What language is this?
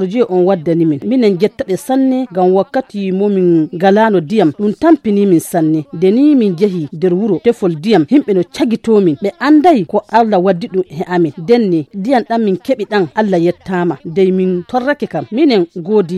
Fula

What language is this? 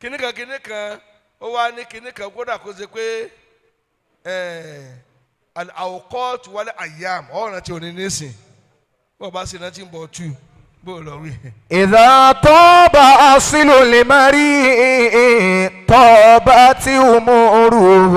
Yoruba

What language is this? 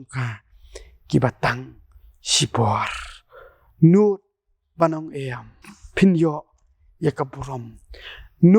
Khasi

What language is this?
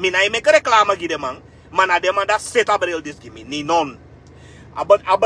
Sranan Tongo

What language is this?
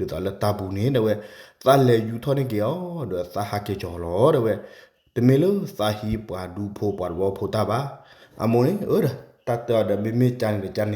S'gaw Karen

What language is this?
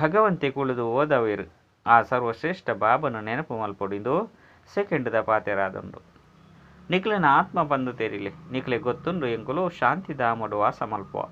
Tulu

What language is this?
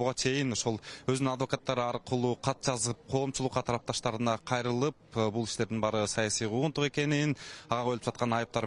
Kyrgyz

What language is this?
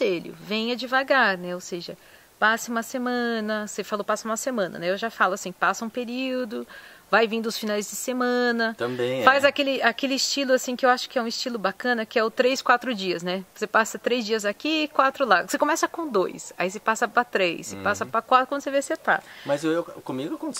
Portuguese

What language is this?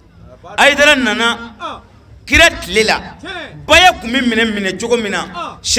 Bambara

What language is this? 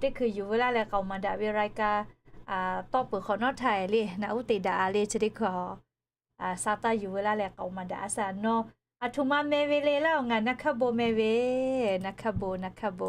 Lahu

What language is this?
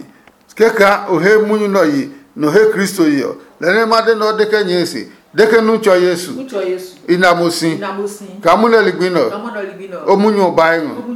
Adangme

